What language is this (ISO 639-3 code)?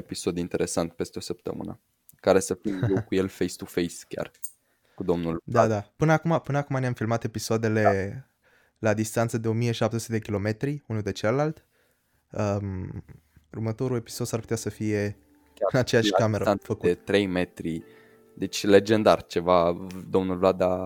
ron